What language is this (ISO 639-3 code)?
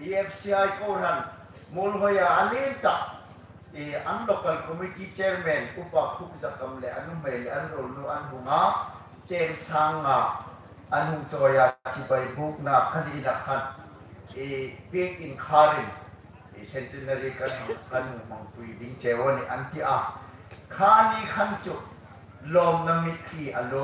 hmr